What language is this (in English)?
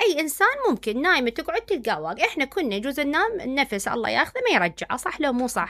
Mesopotamian Arabic